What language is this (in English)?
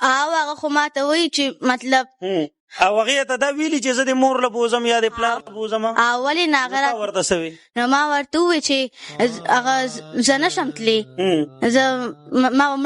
Pashto